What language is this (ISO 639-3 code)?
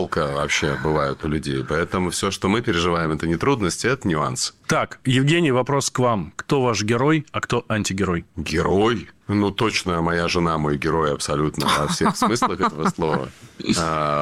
rus